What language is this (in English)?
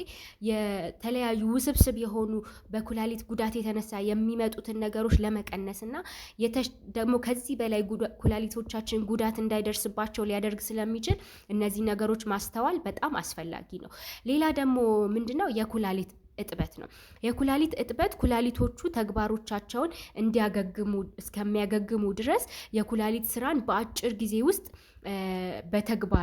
Amharic